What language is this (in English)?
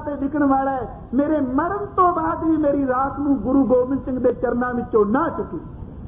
Punjabi